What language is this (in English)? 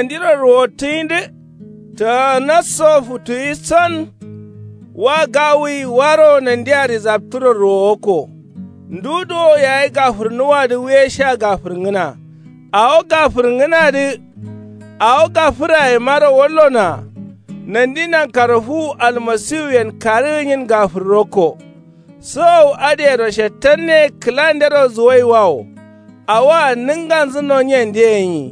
Kanuri